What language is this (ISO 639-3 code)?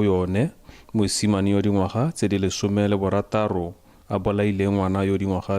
tsn